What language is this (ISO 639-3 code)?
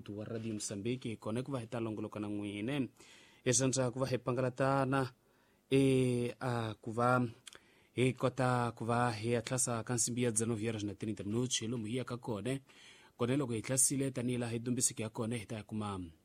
tso